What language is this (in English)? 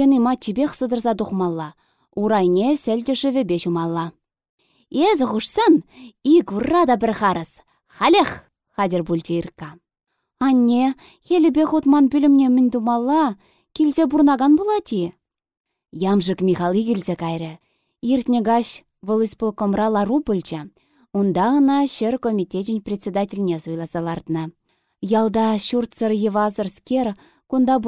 Chuvash